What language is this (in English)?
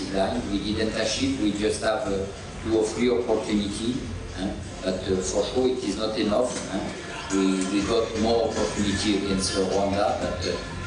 Tswana